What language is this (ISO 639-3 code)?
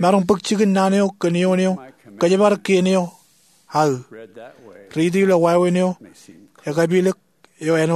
mah